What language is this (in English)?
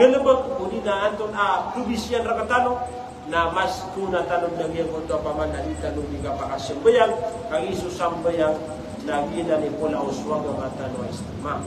Maranao